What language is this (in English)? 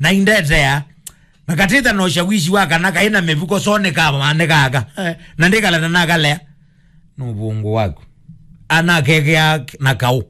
Kamba